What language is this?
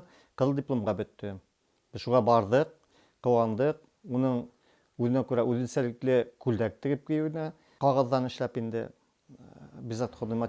Bashkir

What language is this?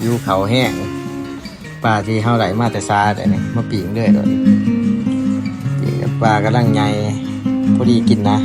Lao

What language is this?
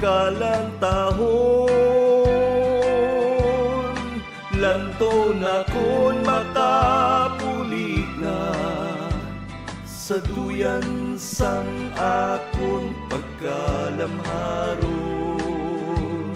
Hiligaynon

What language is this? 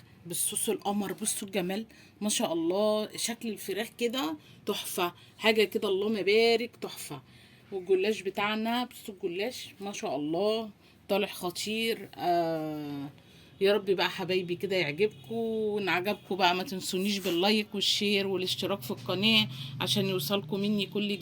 Egyptian Arabic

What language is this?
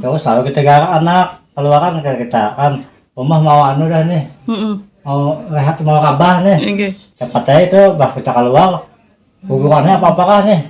Banjar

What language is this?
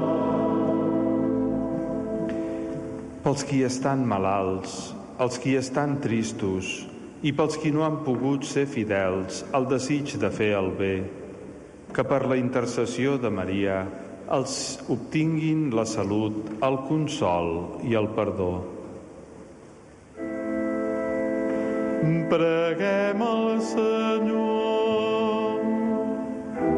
Catalan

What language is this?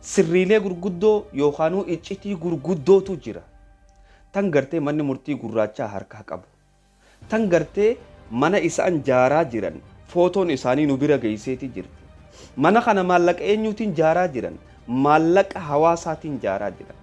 Oromo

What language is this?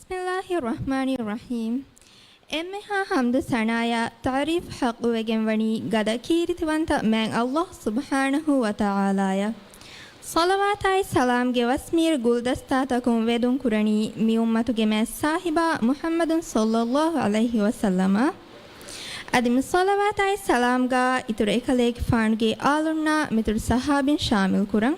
Divehi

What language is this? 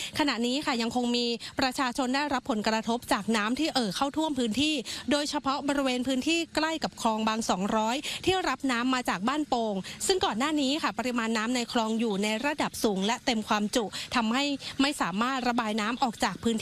Thai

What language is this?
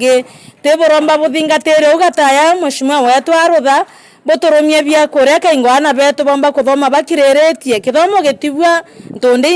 Meru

